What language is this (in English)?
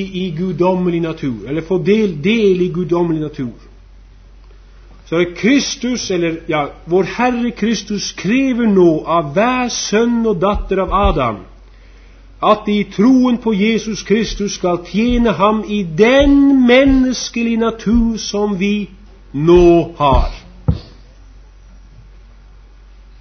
Norwegian